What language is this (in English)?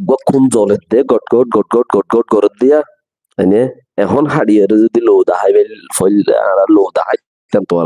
Rohingya